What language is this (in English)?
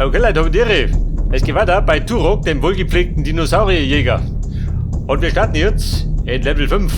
Bavarian